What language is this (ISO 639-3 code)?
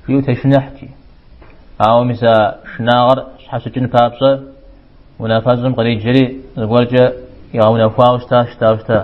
kbd